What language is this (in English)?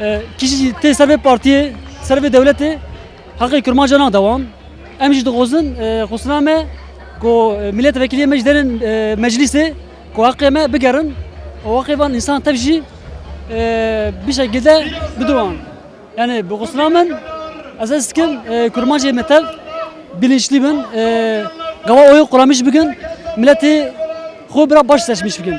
Kurdish